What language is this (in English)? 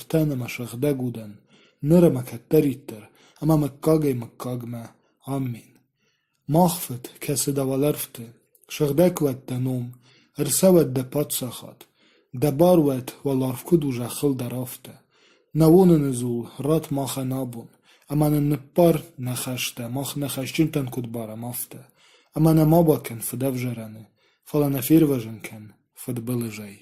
Ossetic